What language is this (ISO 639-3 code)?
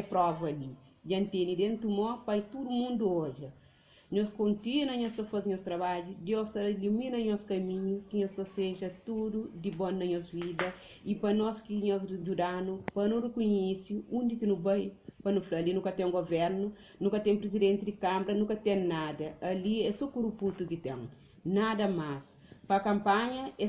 kea